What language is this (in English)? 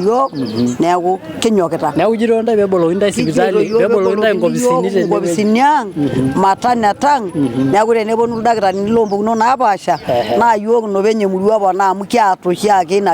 Masai